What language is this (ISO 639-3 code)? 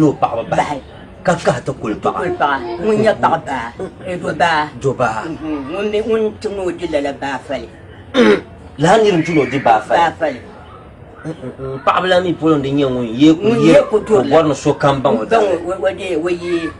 dag